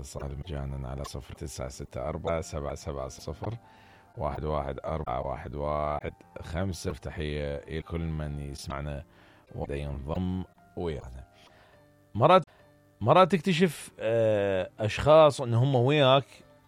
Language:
Mesopotamian Arabic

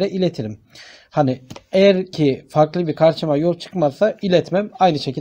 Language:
Turkish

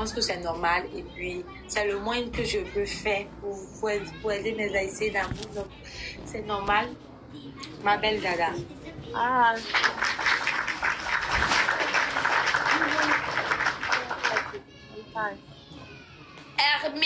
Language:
French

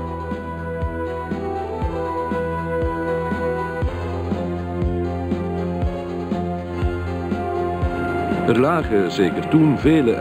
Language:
Dutch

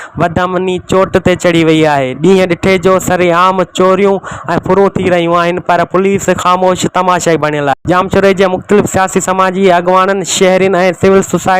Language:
Sindhi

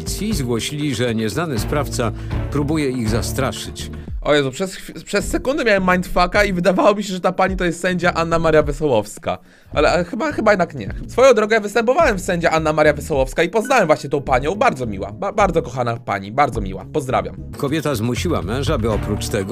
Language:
Polish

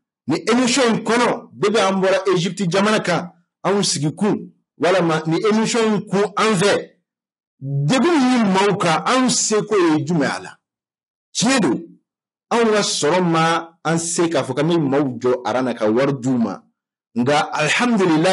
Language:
Bambara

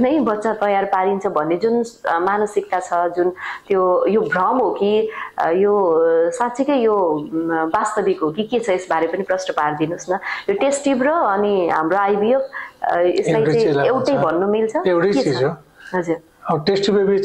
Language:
Nepali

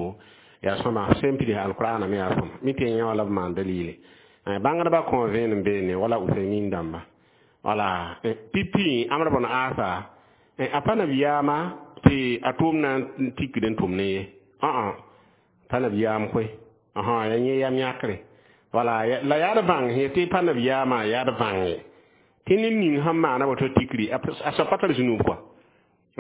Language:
Mossi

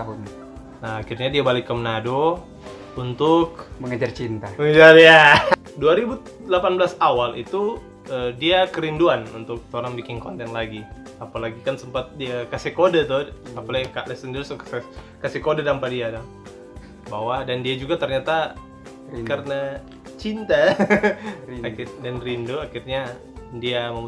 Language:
Manado Malay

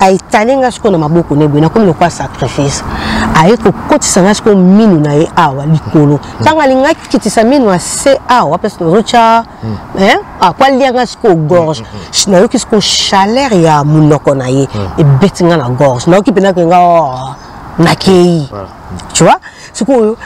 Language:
Lingala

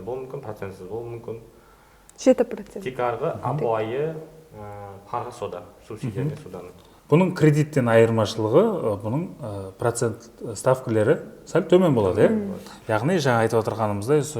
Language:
Kara-Kalpak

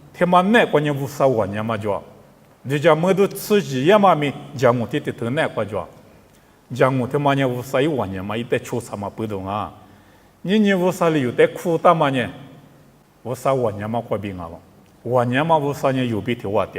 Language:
Lisu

